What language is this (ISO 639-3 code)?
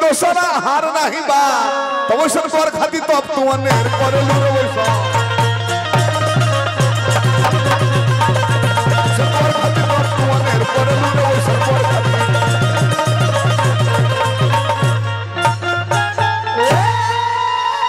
bho